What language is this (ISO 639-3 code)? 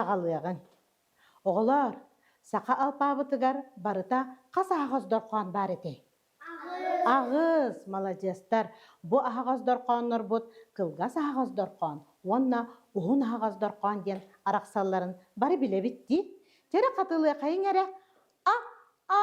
sah